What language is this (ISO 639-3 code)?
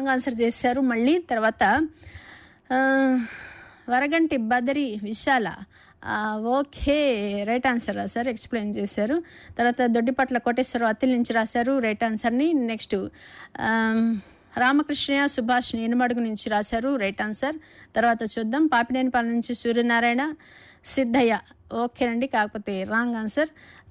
tel